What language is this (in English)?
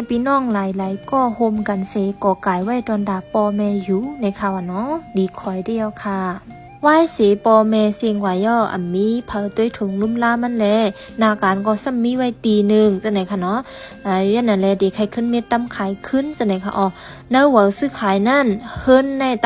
Shan